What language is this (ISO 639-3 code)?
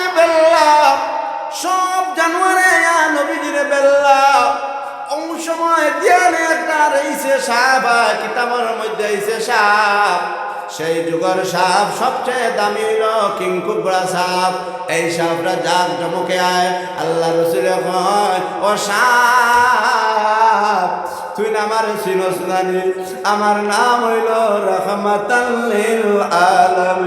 syl